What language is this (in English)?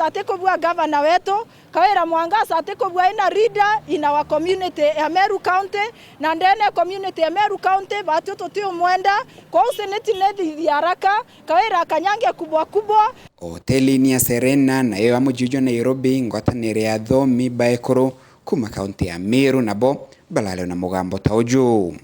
Meru